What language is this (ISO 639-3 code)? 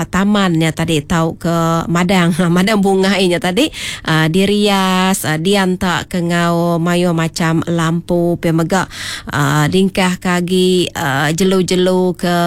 iba